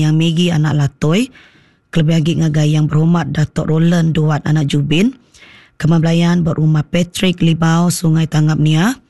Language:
Iban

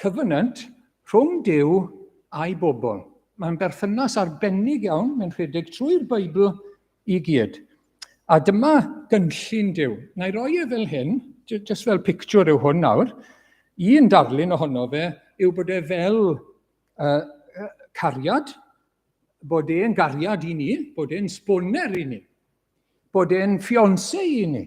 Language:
Welsh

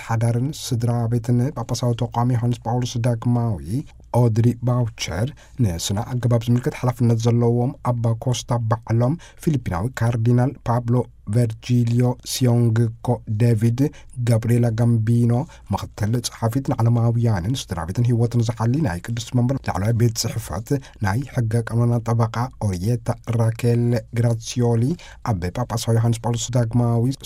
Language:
Tigrinya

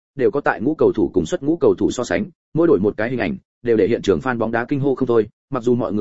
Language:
Vietnamese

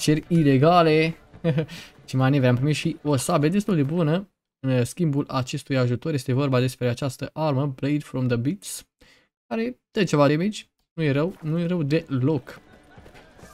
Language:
Romanian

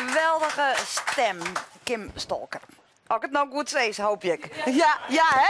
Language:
Western Frisian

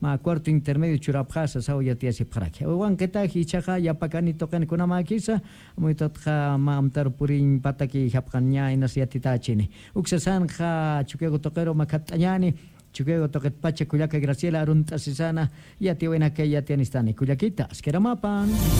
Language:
Aymara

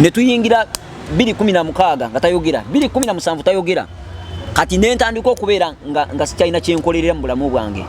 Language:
Ganda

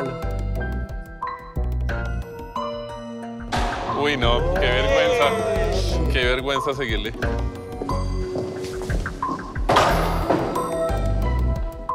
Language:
Spanish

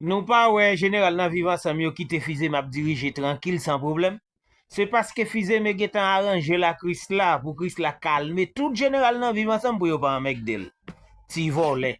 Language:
Haitian Creole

